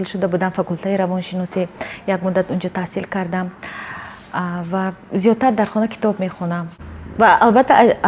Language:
Tajik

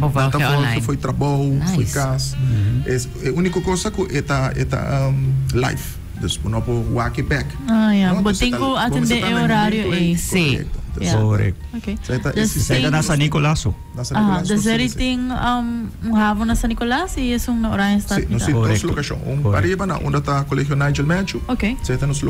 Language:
Papiamento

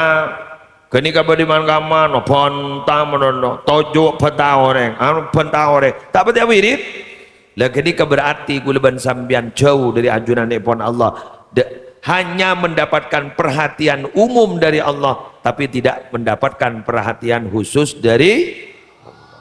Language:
Madurese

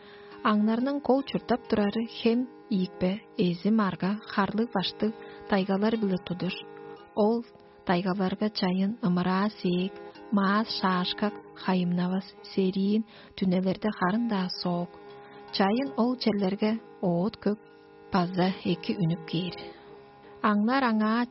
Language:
Tuvinian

